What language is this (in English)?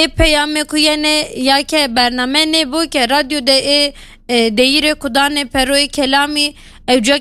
Kurdish